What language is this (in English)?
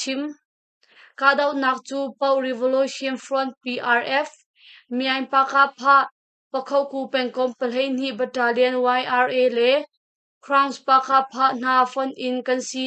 Hakha Chin